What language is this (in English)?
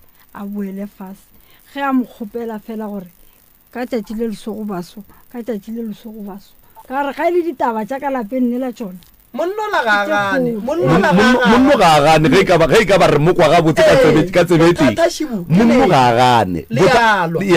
Northern Sotho